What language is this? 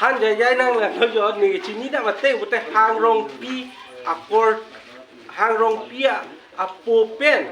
Karbi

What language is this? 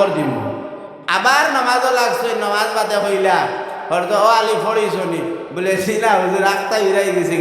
Sylheti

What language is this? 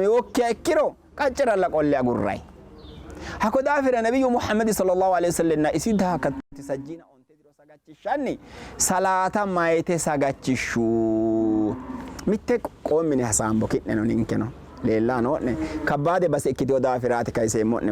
Sidamo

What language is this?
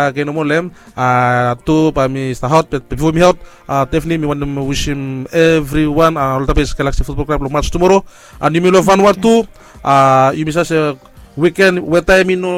Bislama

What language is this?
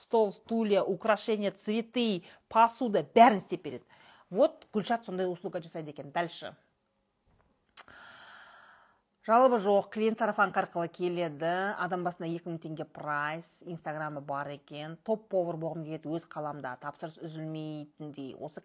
Kazakh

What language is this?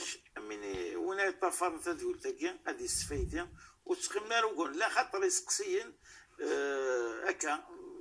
Kabyle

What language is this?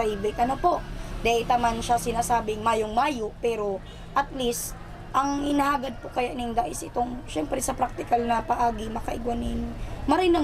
Bikol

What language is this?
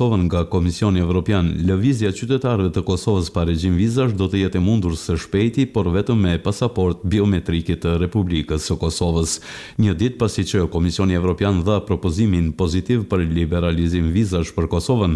Albanian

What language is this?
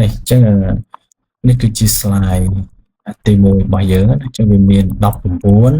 Khmer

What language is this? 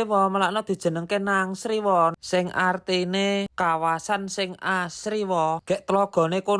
Javanese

